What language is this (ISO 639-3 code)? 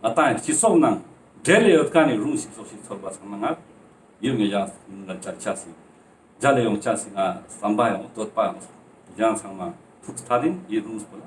lbj